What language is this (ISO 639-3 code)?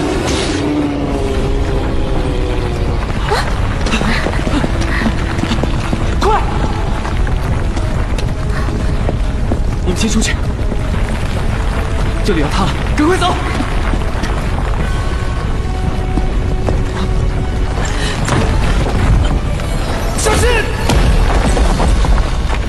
zho